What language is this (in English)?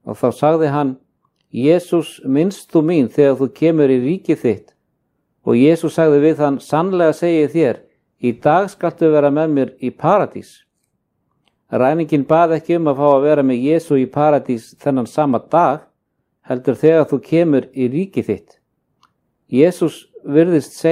Icelandic